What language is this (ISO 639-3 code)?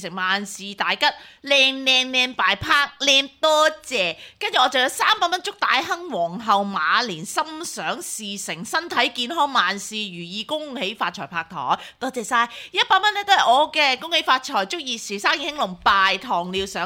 yue